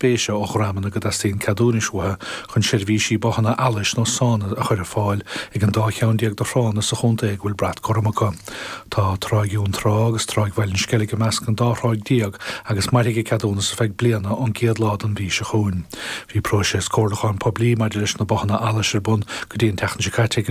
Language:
Irish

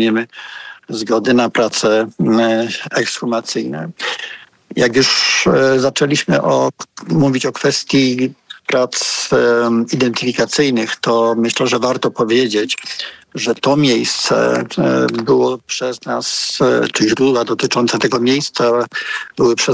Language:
Polish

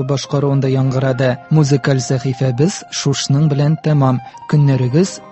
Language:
Tatar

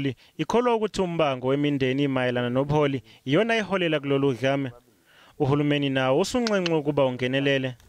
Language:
Zulu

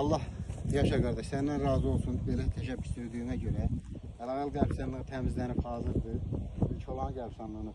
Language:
Azerbaijani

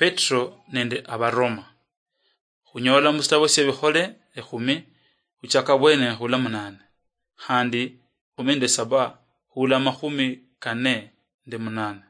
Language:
Luyia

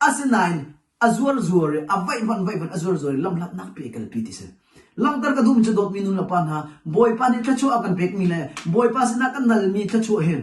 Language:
Hakha Chin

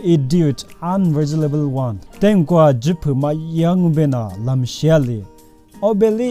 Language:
Lisu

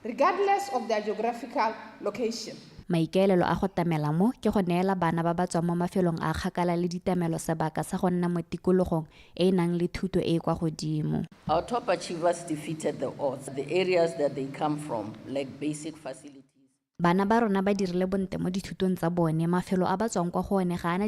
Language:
Tswana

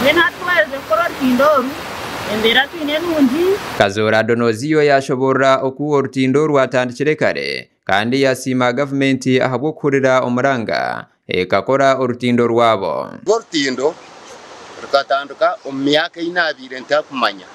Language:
Nyankole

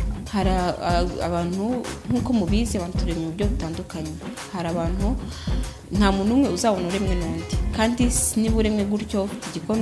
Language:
Kinyarwanda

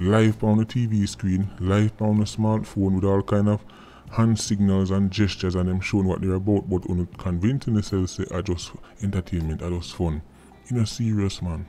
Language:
Jamaican Creole English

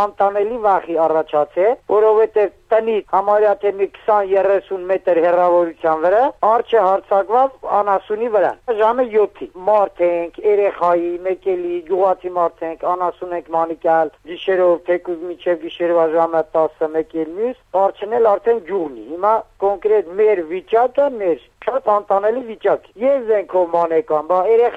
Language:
Armenian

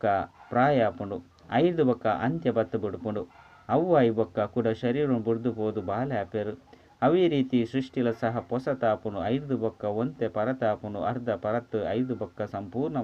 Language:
Tulu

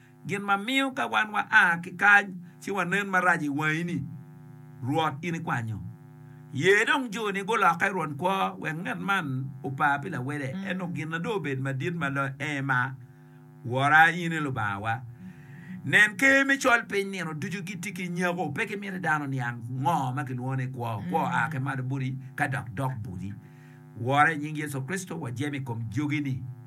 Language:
Acoli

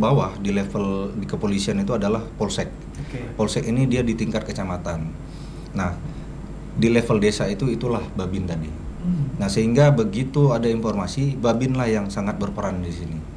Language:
Indonesian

